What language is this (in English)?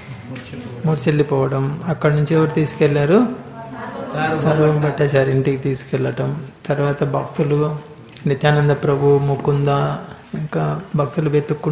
Telugu